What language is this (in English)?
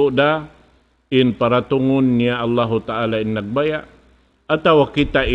Tausug